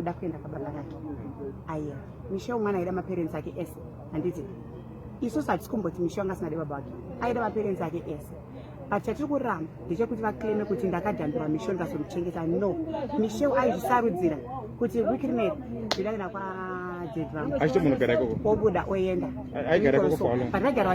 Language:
Shona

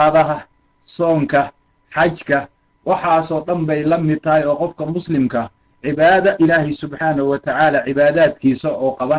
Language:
Somali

